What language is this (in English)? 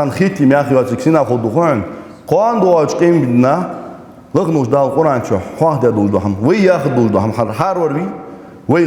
Ingush